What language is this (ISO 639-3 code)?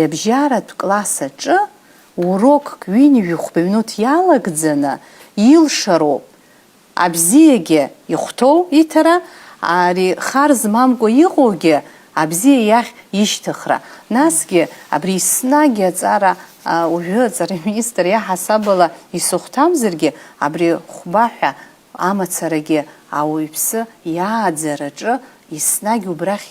abk